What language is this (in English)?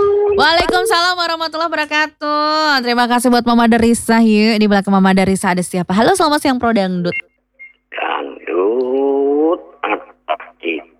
Indonesian